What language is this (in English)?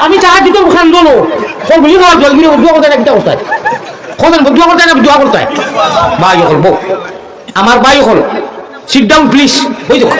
Sylheti